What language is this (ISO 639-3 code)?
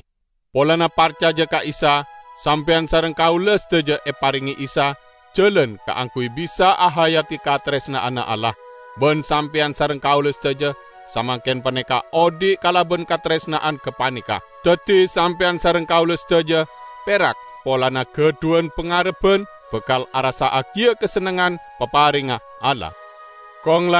mad